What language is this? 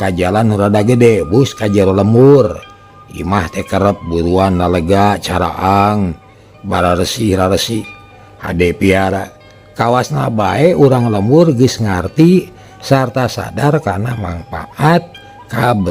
Sundanese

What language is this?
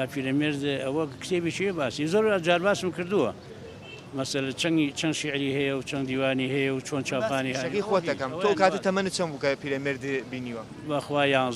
Central Kurdish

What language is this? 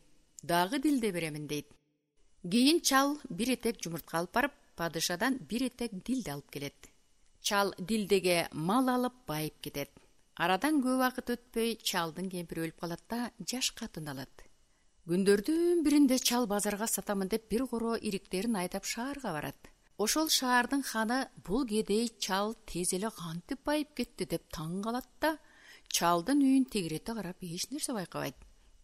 Kyrgyz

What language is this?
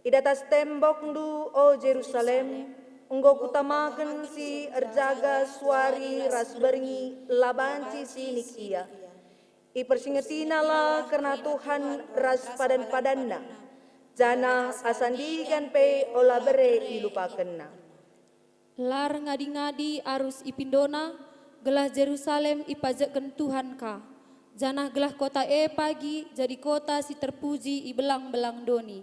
Batak Karo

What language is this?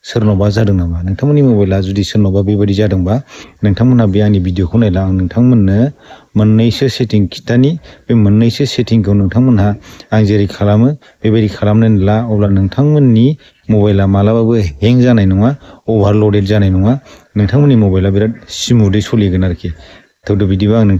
Bodo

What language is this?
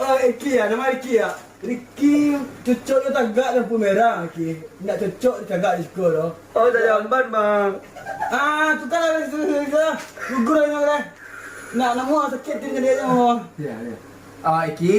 Minangkabau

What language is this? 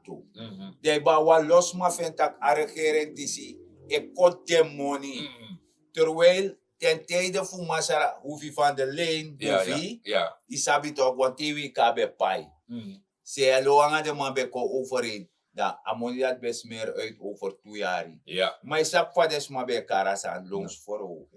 Sranan Tongo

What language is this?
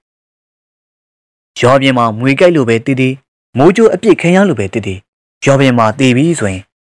Burmese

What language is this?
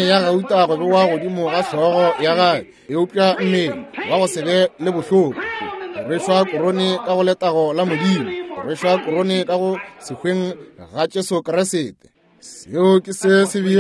Northern Sotho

